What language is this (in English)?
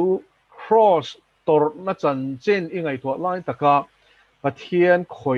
Mizo